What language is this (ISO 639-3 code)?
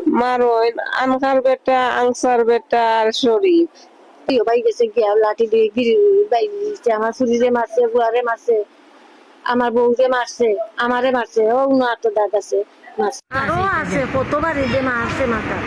syl